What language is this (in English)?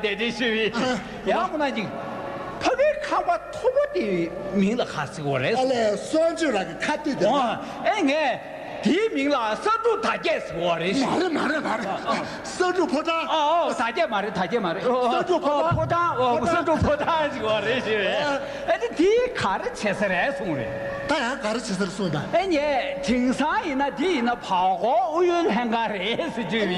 Tibetan